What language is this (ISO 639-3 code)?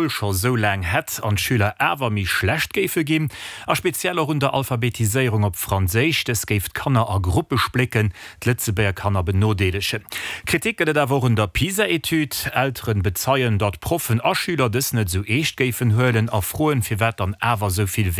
ltz